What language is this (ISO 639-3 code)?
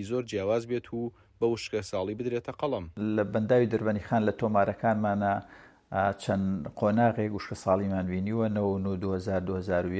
ckb